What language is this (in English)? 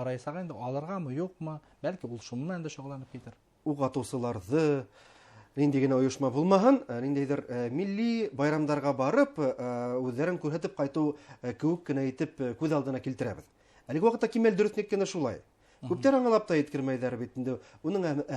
Bashkir